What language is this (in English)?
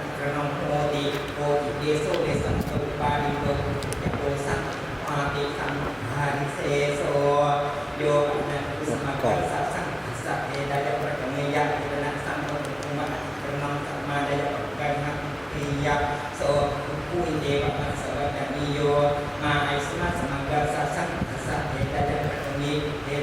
Pali